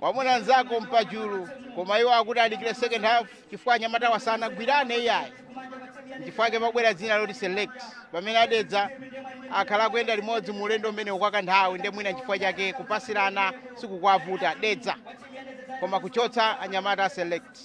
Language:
Nyanja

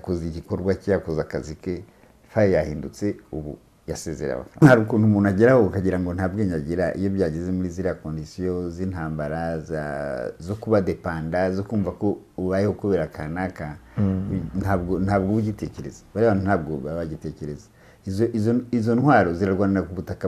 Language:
Kinyarwanda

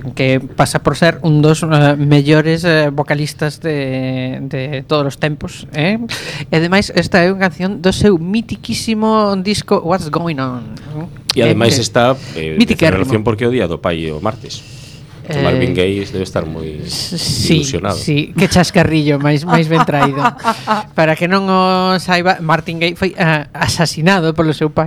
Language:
Galician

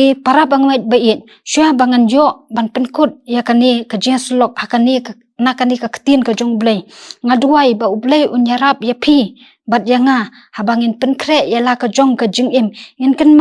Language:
Khasi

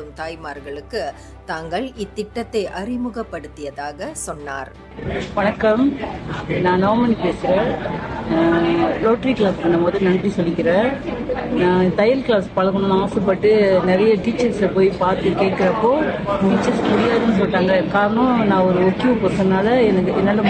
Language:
Tamil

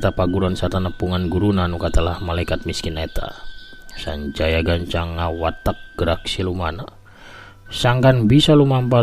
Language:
Sundanese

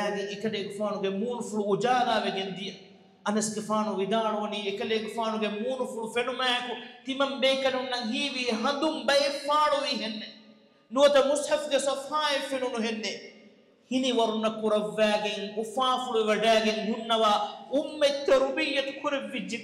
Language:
Divehi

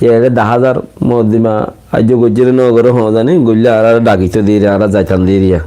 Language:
Rohingya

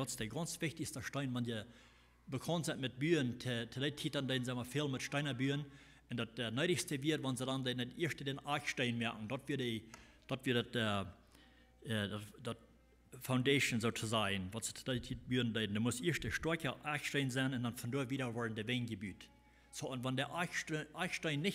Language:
Plautdietsch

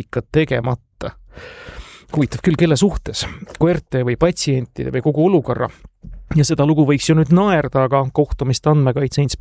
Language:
Estonian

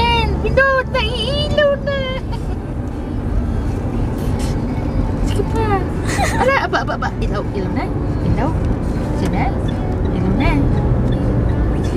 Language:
Filipino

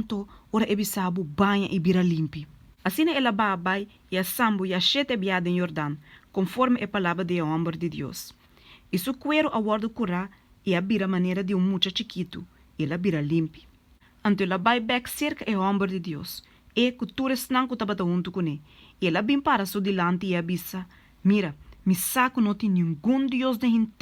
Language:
Papiamento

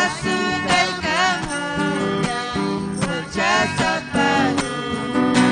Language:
Ayacucho Quechua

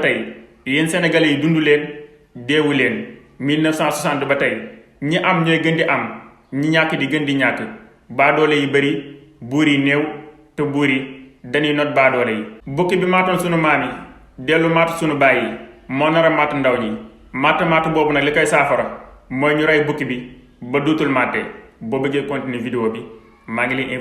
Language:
Wolof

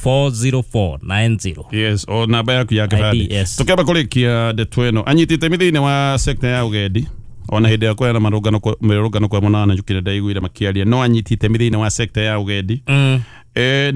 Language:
Kikuyu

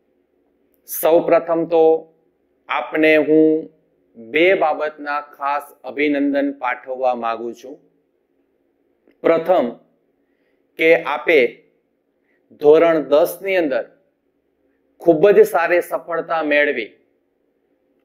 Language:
Gujarati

